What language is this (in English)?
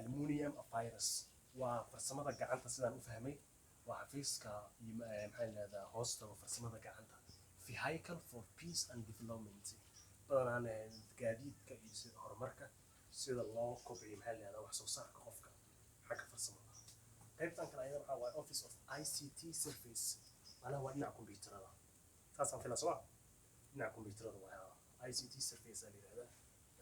Somali